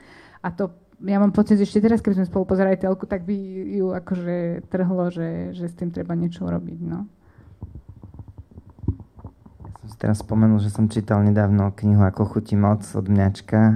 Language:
Slovak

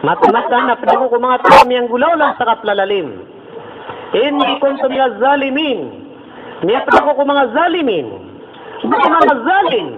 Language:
Maranao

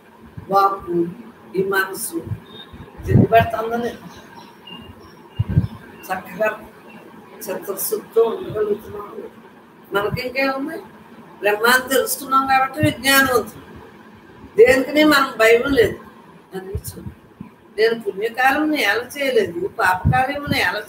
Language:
Telugu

